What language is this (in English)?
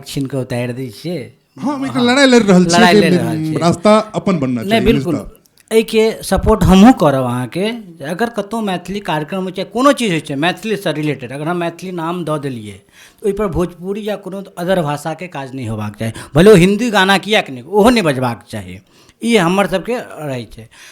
Maithili